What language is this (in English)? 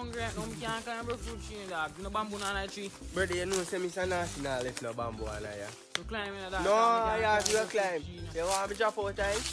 Jamaican Creole English